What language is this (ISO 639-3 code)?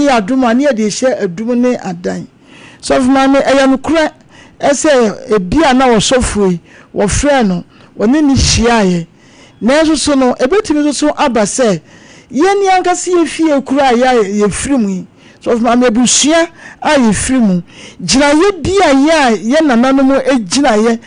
aka